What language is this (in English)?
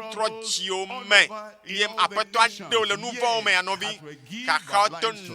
Ewe